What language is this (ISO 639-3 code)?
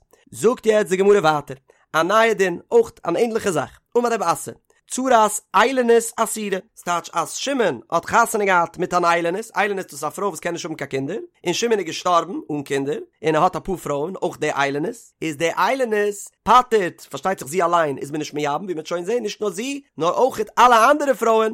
yid